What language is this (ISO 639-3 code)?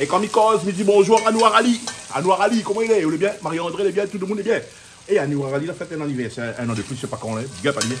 rcf